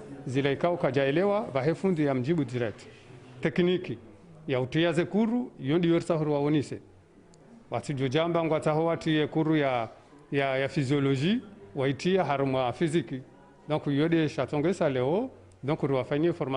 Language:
Ngazidja Comorian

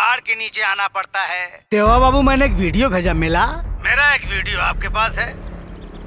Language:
Bhojpuri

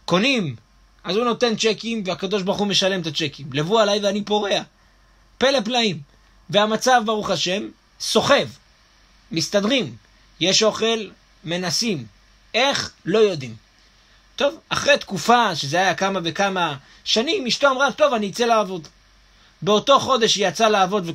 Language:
Hebrew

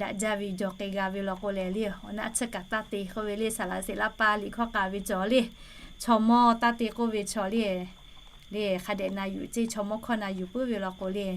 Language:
Lahu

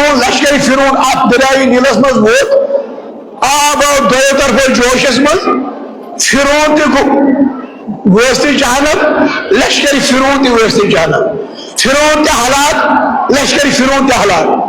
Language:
Kashmiri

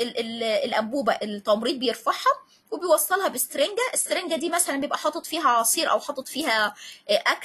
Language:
Egyptian Arabic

